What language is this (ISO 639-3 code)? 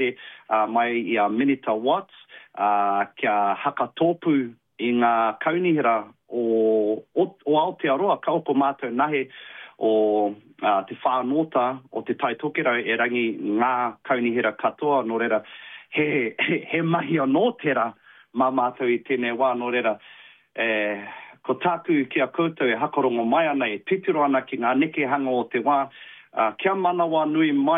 mri